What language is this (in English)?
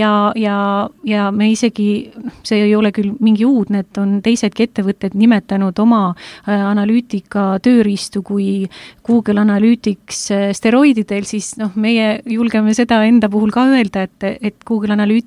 Estonian